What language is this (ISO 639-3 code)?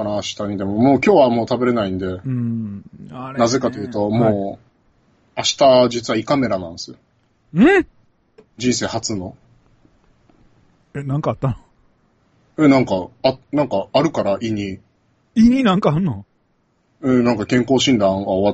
jpn